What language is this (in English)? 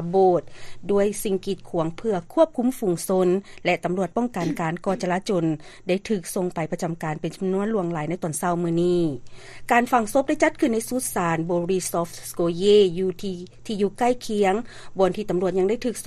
Lao